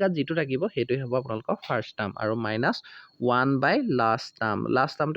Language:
Assamese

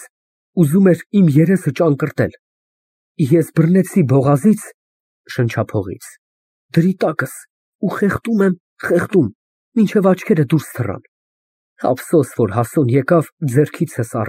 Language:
Armenian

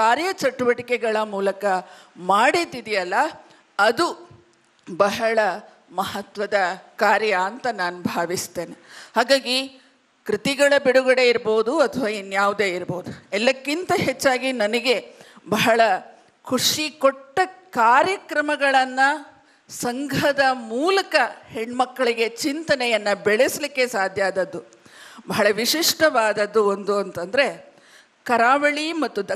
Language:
Kannada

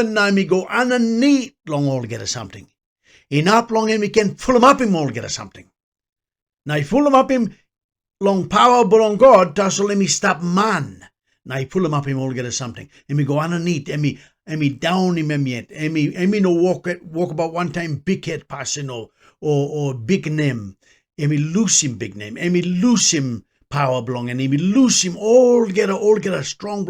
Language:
Tok Pisin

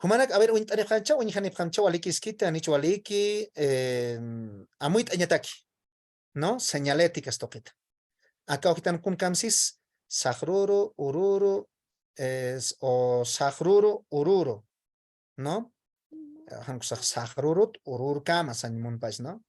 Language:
Aymara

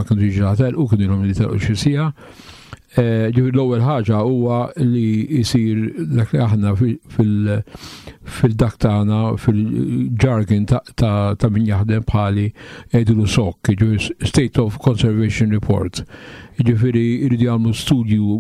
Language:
Maltese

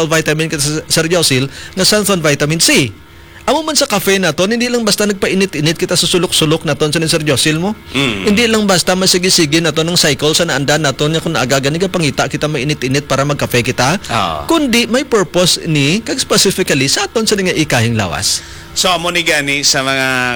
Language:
Hiligaynon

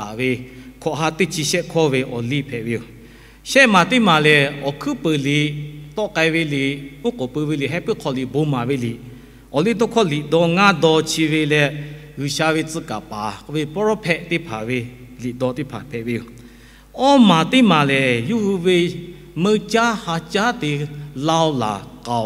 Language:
Lahu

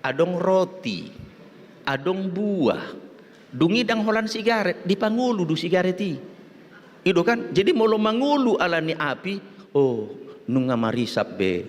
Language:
Batak Toba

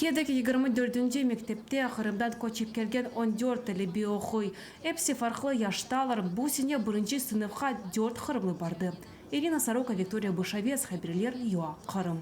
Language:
Crimean Tatar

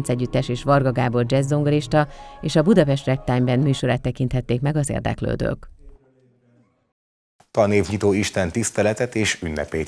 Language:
Hungarian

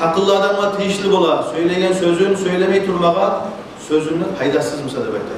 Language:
Kumyk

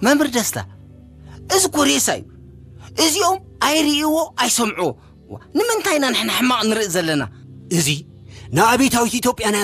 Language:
Tigrinya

